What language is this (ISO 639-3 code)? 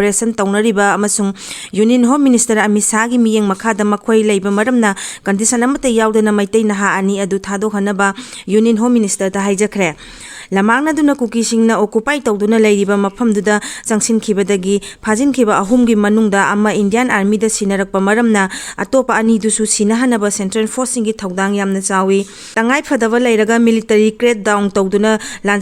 mni